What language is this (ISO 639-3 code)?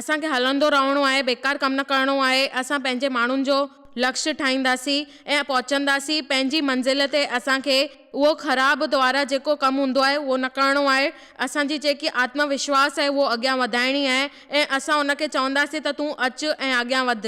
snd